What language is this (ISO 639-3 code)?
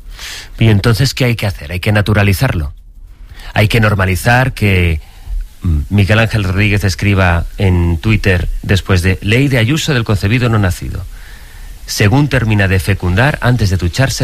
spa